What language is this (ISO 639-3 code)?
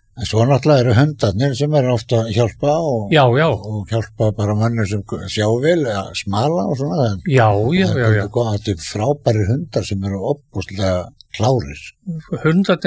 isl